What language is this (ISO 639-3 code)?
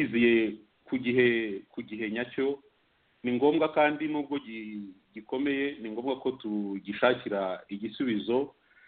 kin